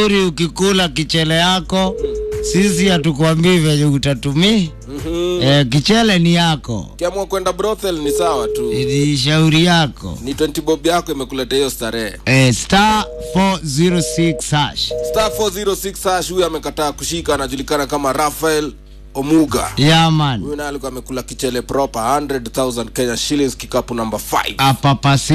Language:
Swahili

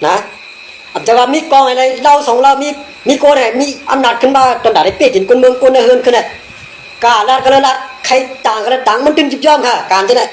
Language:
Shan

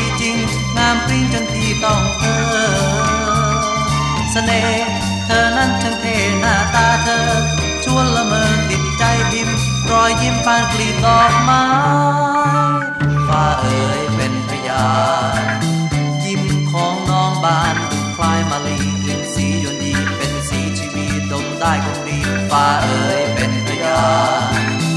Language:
Thai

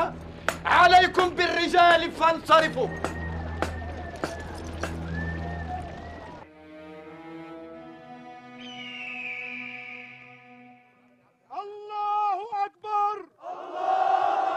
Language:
Arabic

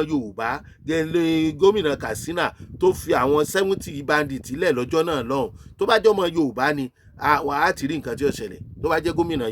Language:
Yoruba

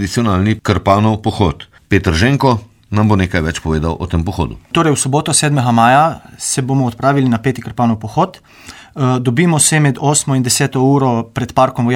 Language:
Slovenian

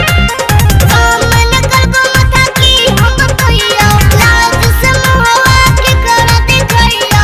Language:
Magahi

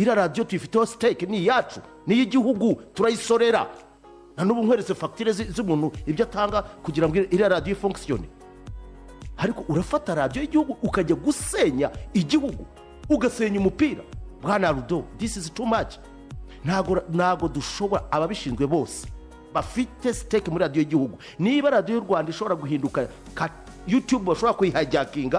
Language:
Kinyarwanda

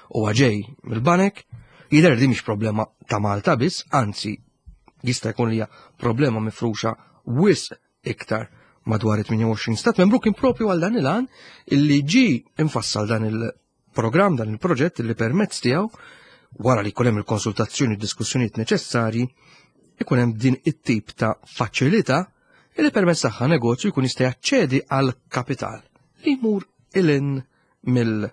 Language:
Maltese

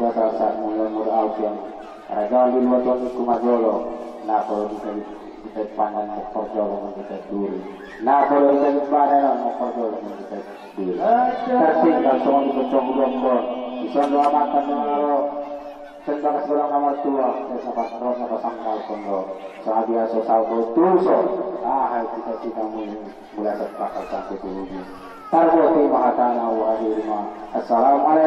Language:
Batak Angkola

